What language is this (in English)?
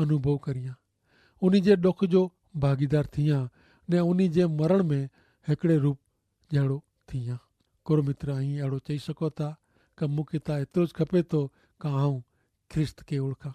Kachhi